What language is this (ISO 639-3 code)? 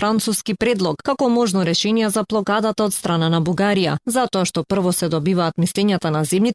mkd